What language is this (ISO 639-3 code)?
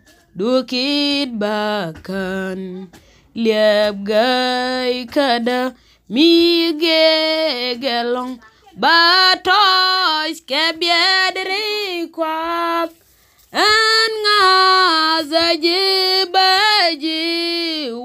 nus